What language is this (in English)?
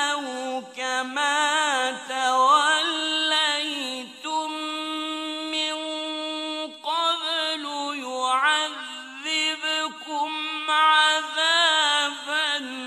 Arabic